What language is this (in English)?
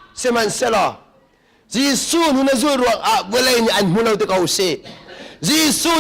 Hakha Chin